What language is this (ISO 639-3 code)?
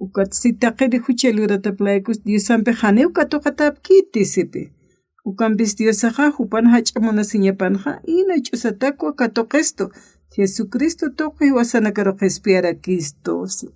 aym